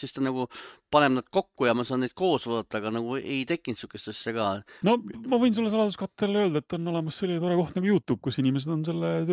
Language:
Estonian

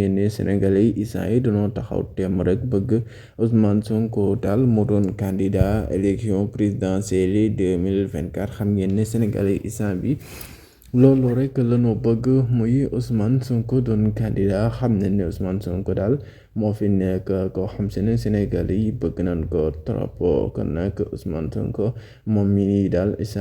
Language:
Wolof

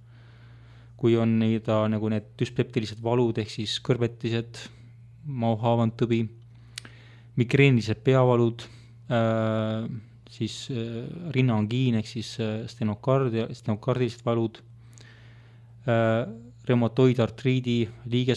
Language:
Estonian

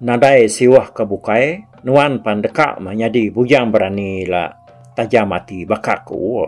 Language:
Iban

